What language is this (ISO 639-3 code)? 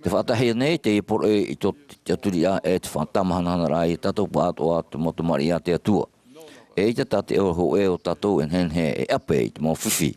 tah